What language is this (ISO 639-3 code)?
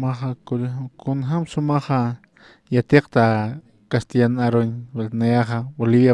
aym